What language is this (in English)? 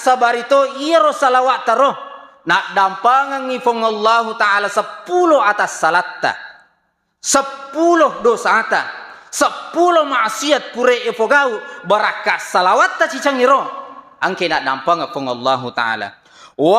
Buginese